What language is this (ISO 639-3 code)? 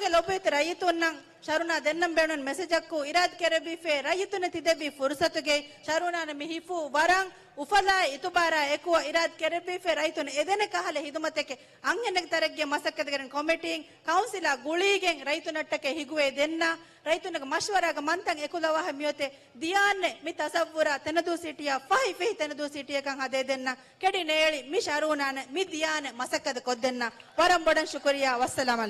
div